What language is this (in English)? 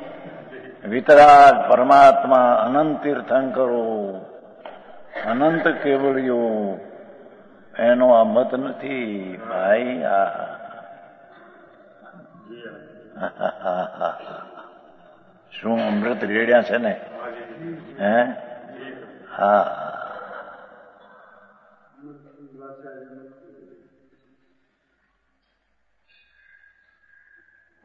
Gujarati